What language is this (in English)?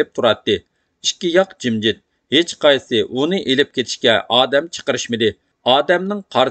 Uyghur